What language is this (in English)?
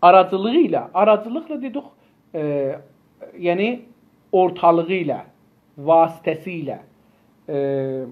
South Azerbaijani